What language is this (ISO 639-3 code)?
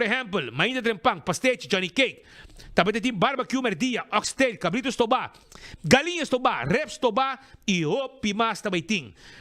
pap